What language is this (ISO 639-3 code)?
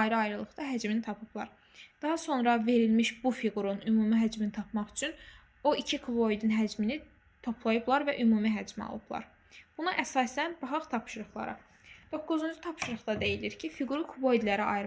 aze